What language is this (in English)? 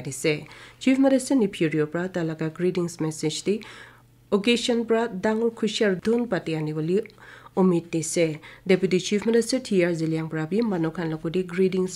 Naga Pidgin